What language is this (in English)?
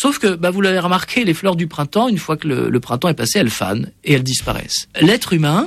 French